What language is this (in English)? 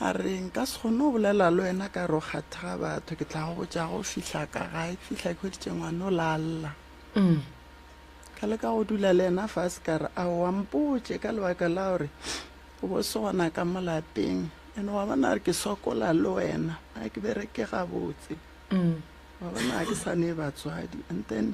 Northern Sotho